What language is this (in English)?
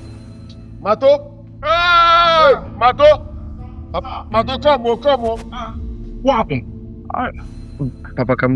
Nigerian Pidgin